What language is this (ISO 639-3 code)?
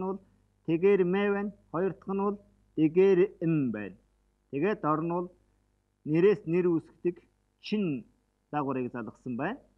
mon